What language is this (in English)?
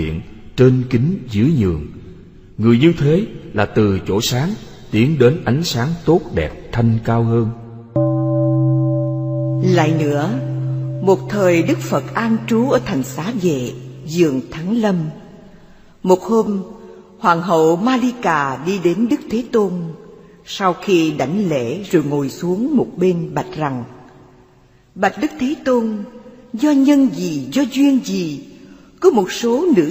Vietnamese